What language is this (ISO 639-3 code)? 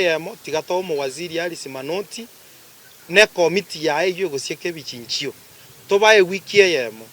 guz